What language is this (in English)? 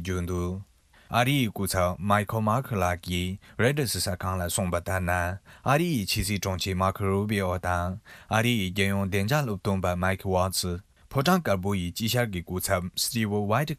Tibetan